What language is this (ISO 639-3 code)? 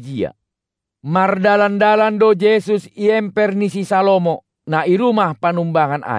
bts